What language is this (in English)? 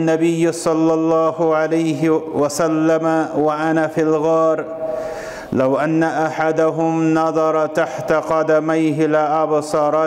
Kashmiri